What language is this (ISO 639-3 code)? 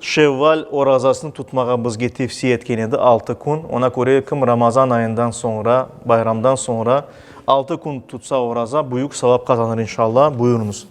crh